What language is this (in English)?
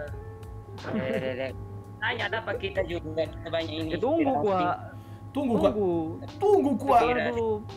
Manado Malay